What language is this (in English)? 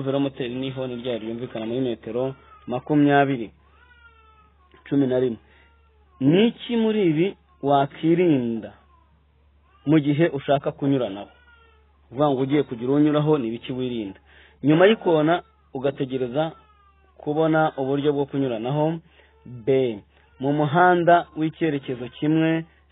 Kinyarwanda